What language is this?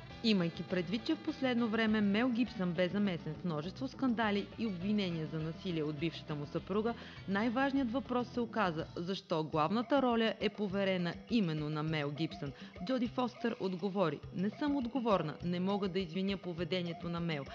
Bulgarian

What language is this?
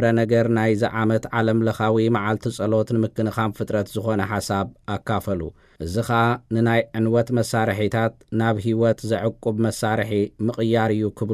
Tigrinya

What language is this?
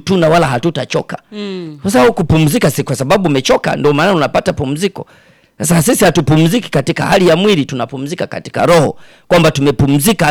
Swahili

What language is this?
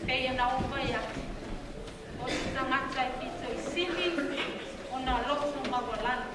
Samoan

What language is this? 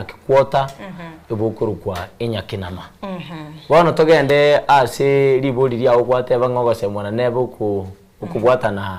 Gusii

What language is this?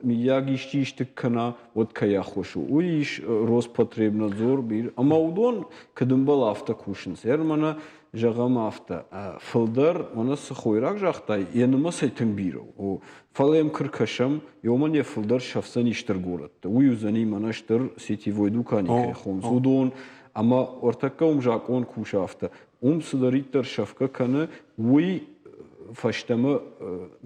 Ossetic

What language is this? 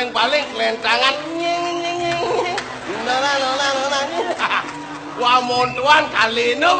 Balinese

